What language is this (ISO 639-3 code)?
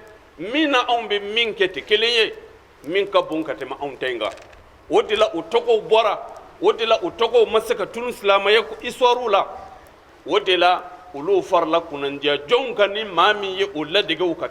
bam